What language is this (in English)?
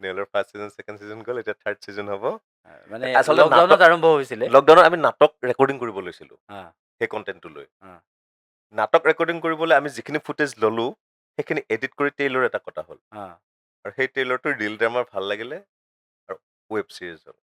Assamese